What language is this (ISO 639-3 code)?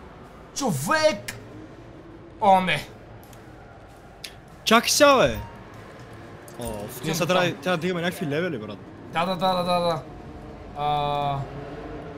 bul